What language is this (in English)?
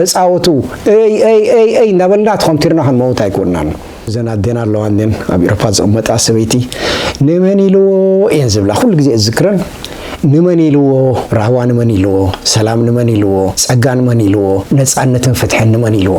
Tigrinya